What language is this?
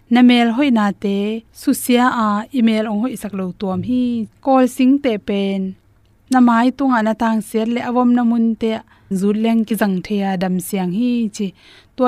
Tedim Chin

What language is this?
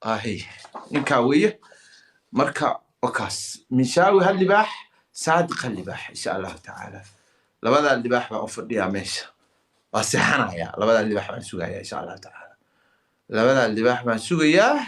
Somali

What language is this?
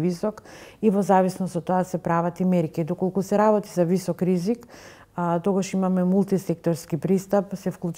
Macedonian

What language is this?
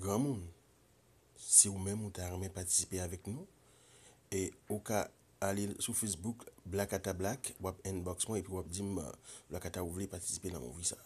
Haitian Creole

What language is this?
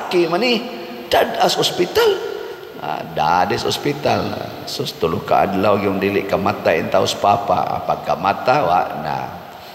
Cebuano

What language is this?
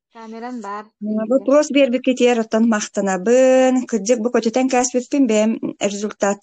Yakut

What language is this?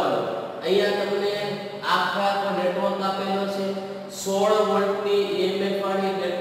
Gujarati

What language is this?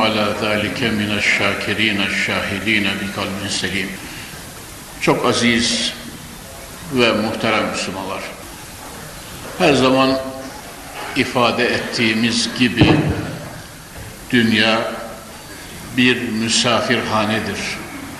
Turkish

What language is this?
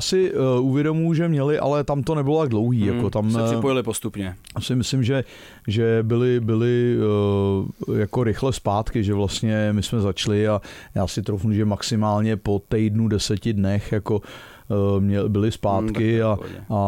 Czech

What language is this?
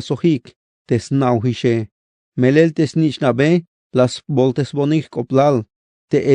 Tzeltal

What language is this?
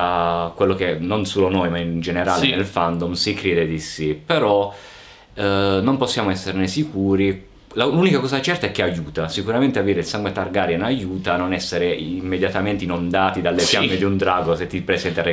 Italian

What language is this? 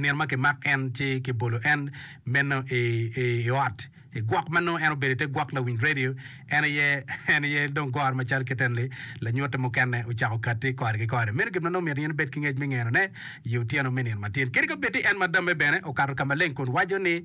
Acoli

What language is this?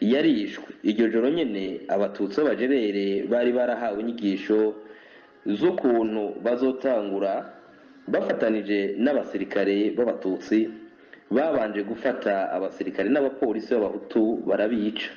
Rundi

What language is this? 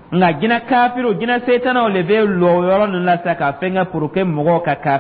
Dyula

